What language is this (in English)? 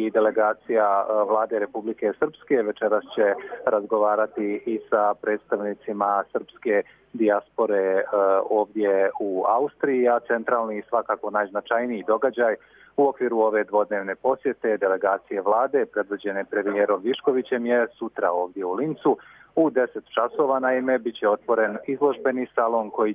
Croatian